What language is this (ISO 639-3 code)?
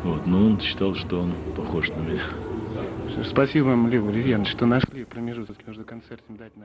rus